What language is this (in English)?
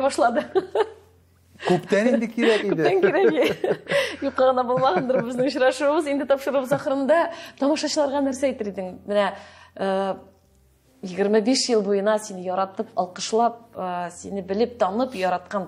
Tatar